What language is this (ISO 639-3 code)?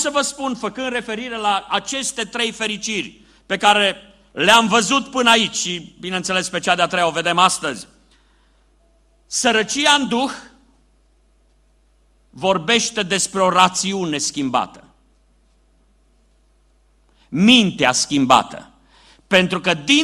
ron